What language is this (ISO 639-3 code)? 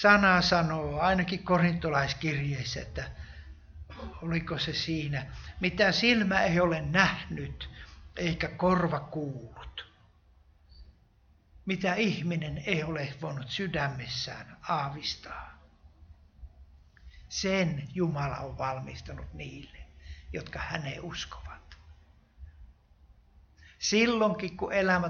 fin